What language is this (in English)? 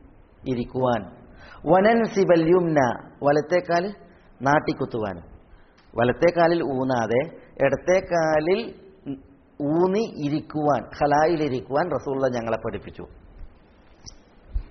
Malayalam